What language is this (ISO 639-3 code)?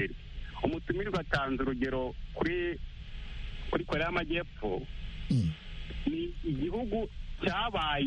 kin